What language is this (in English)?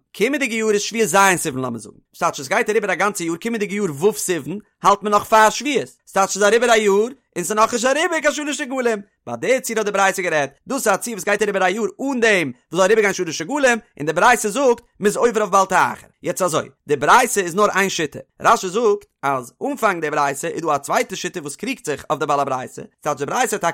Yiddish